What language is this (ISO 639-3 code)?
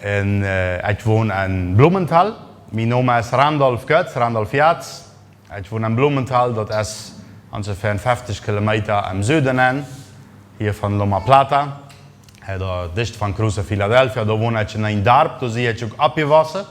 pdt